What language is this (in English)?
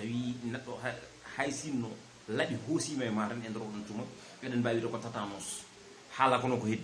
Fula